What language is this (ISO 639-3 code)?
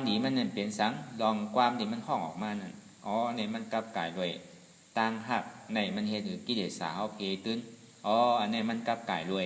shn